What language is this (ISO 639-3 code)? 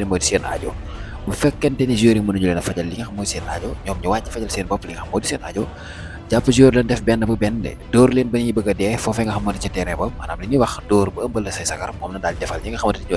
wol